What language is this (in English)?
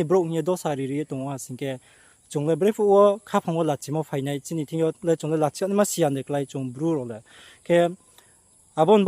Riang (India)